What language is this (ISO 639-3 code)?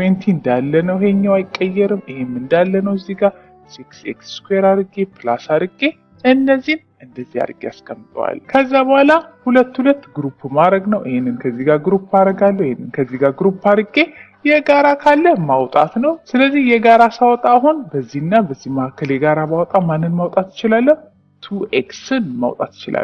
amh